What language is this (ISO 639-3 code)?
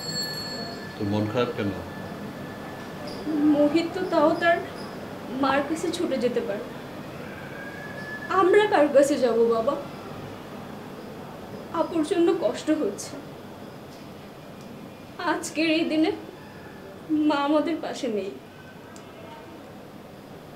ben